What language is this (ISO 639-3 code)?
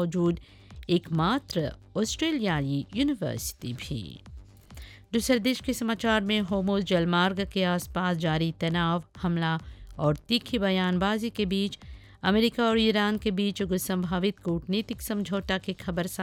bho